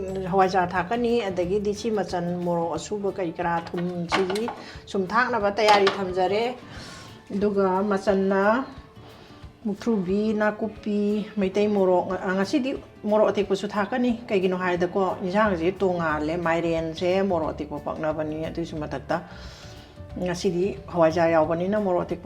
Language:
Manipuri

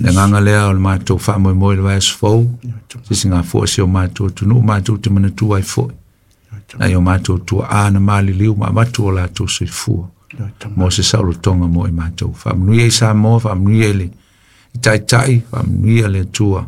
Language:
Samoan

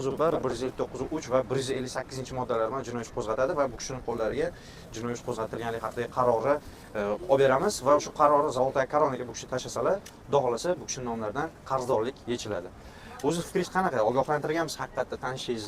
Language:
Uzbek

